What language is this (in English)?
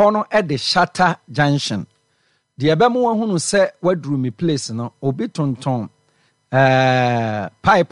Akan